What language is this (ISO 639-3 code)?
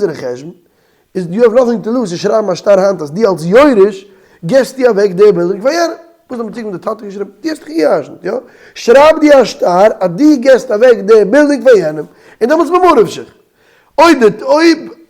yid